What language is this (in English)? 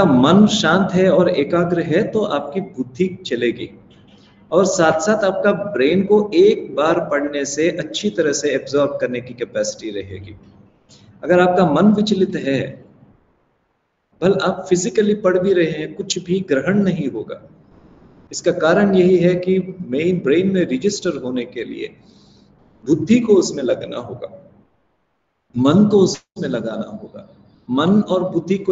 Hindi